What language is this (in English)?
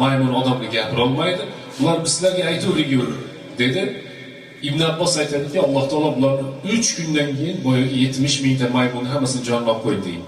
Uzbek